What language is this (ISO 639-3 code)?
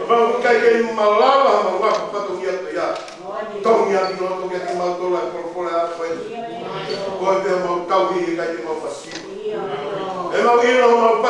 ton